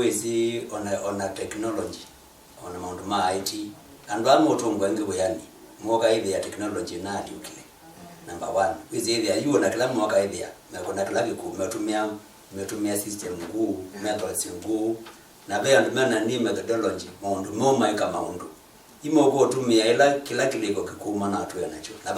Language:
Kamba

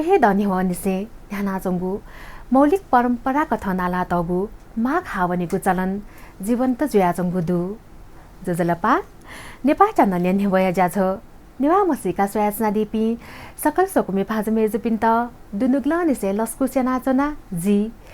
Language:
Newari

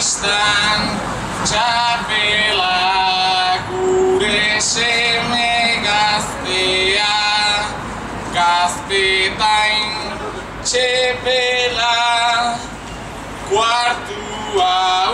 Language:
Basque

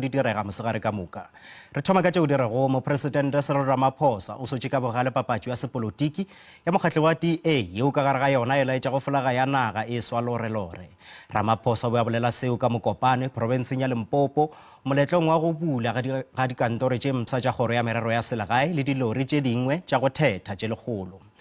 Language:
Northern Sotho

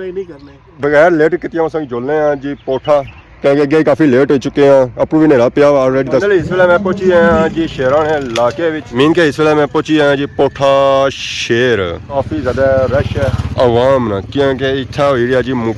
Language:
Pahari-Potwari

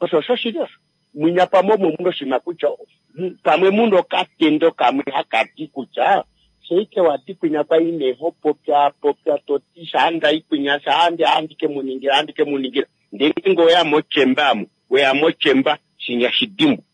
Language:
Kuanyama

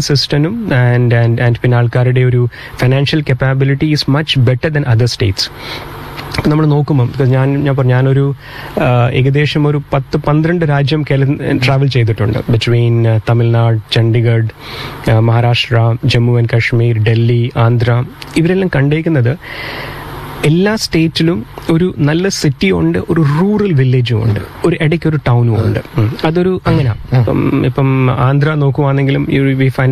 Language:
Malayalam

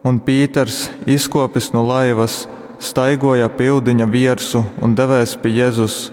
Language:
Latgalian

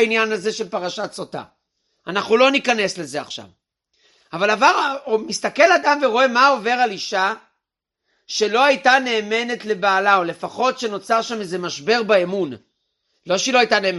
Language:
Hebrew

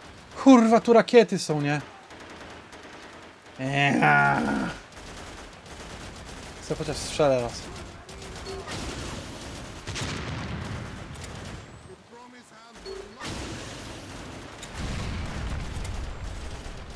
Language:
Polish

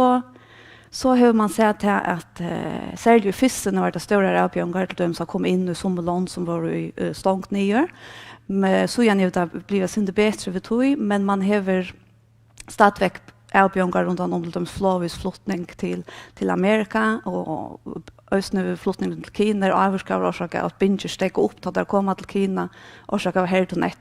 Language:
Faroese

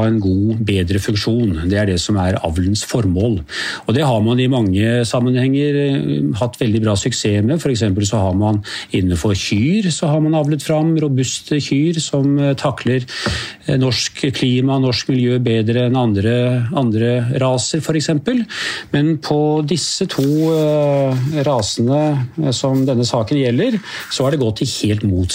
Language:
Norwegian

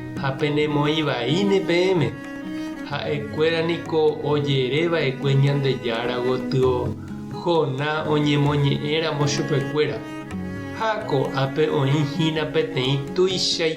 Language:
Guarani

